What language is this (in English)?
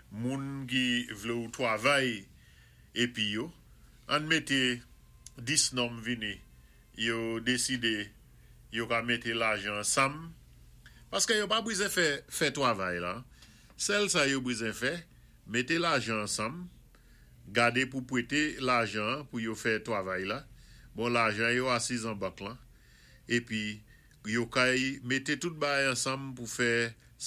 Saint Lucian Creole French